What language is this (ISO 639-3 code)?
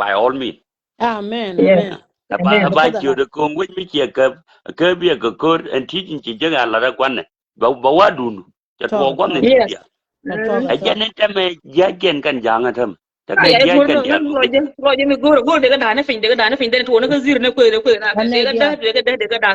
nus